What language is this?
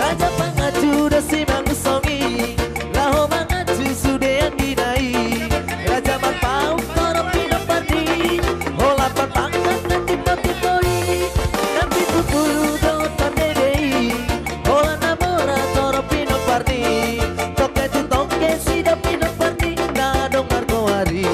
Batak Toba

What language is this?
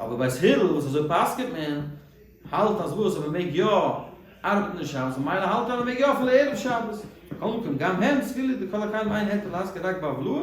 Yiddish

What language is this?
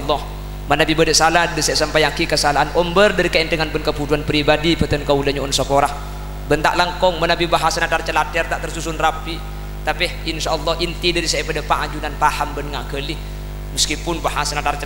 Madurese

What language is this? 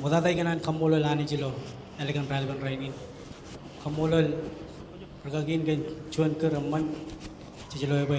Marshallese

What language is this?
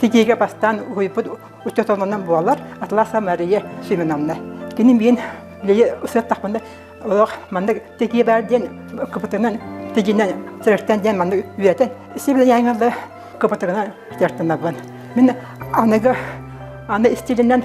Yakut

